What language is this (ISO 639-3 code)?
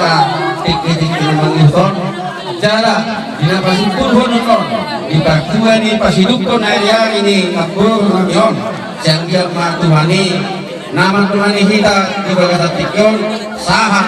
bbc